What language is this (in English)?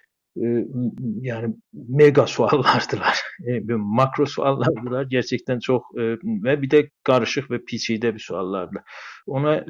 South Azerbaijani